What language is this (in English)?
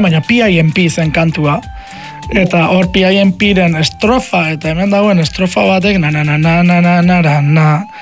Basque